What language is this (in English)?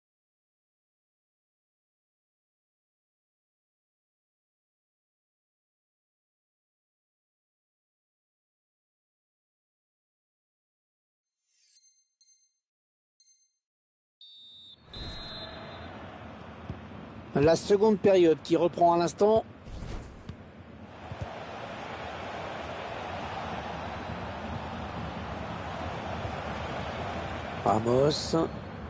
French